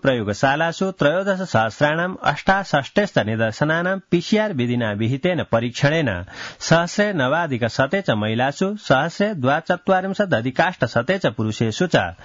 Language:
Sanskrit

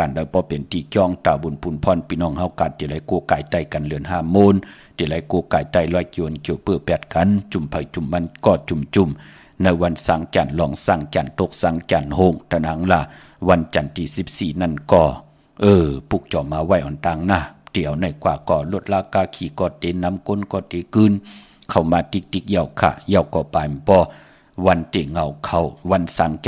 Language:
Shan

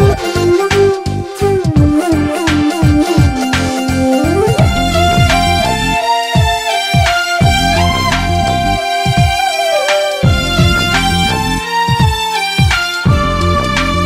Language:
Malayalam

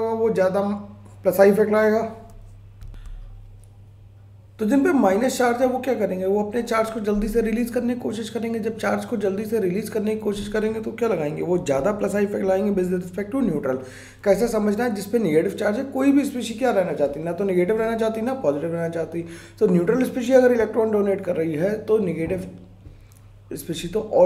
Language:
Hindi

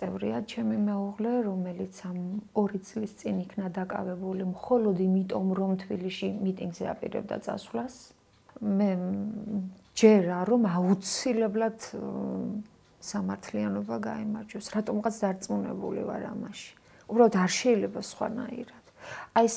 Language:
Georgian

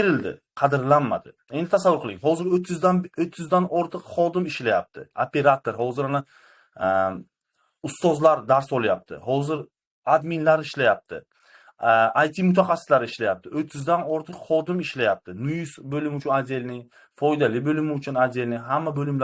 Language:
Uzbek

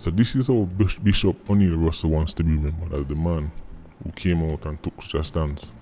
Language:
Jamaican Creole English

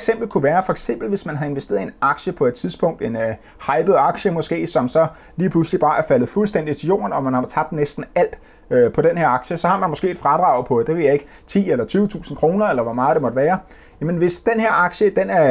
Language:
Danish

